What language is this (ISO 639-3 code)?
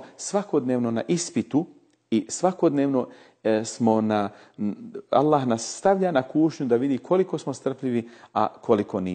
bos